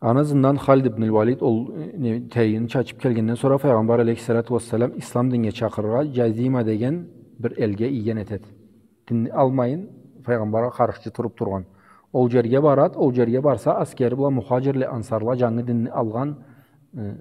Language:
Karachay-Balkar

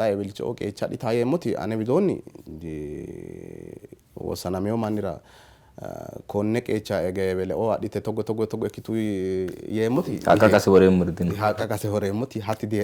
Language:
Sidamo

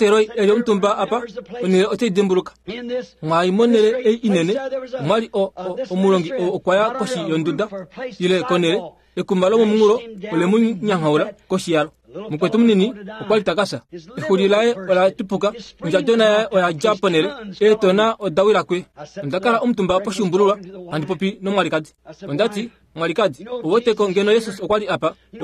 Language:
Kuanyama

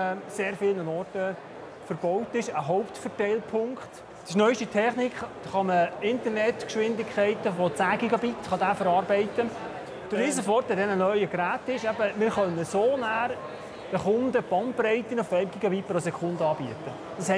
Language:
Swiss German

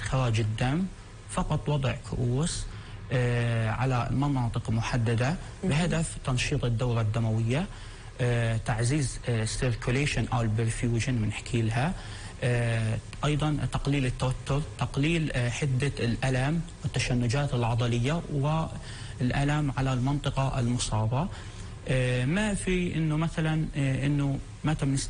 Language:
North Levantine Arabic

